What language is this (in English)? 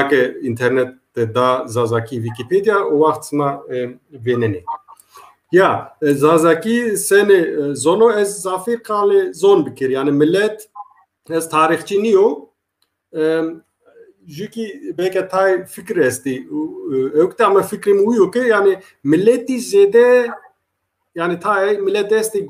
Zaza